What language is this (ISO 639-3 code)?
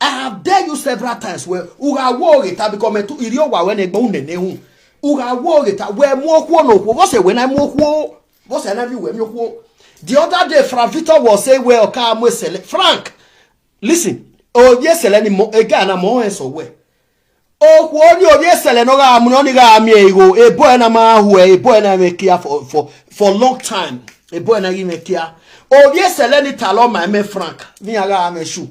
pcm